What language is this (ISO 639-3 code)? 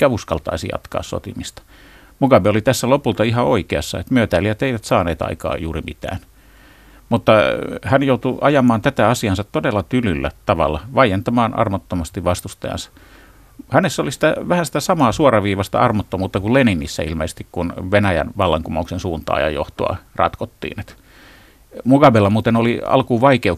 fin